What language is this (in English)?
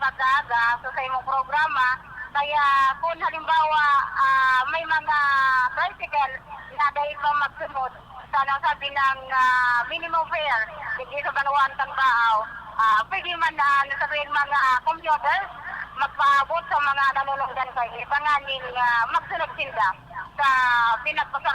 Bikol